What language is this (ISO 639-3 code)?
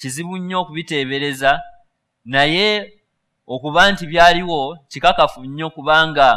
lug